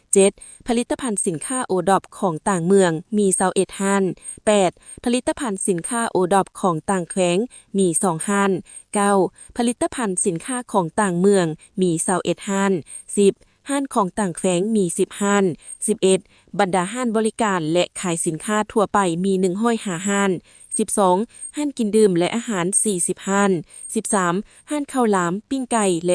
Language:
Lao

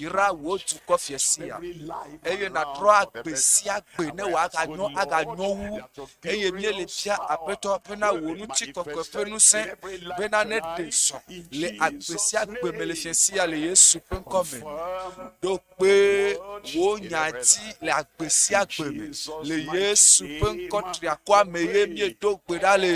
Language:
Ewe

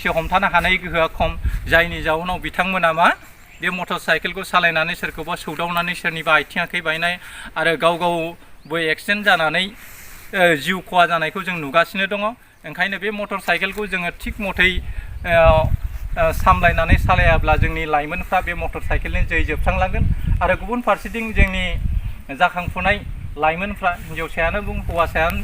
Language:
Bodo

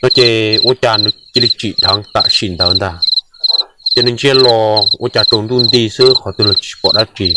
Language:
Hmong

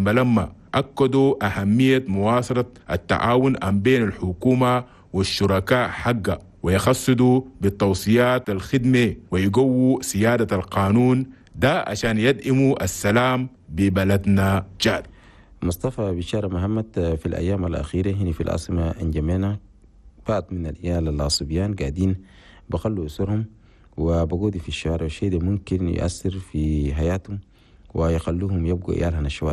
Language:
Chadian Arabic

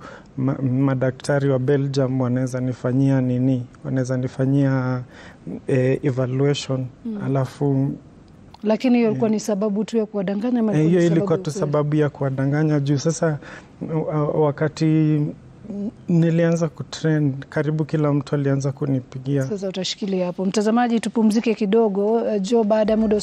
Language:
Swahili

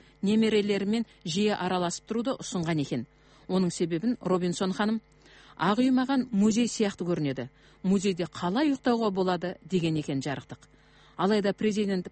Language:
Kazakh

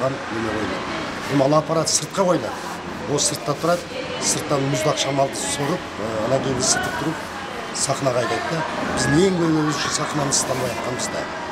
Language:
Kyrgyz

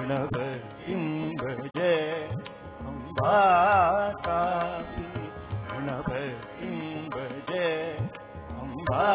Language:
Tamil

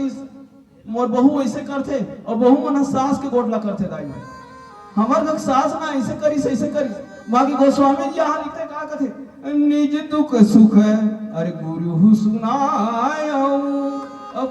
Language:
Chhattisgarhi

